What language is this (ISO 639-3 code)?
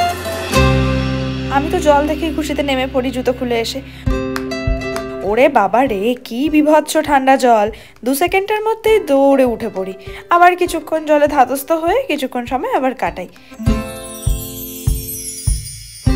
ben